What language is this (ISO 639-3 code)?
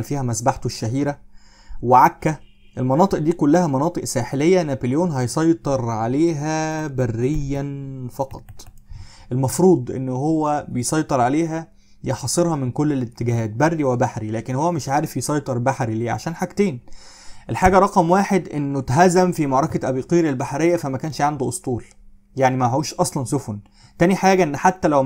arz